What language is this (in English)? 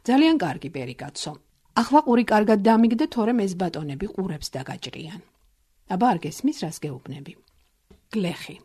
Georgian